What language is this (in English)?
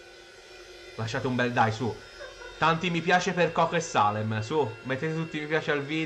Italian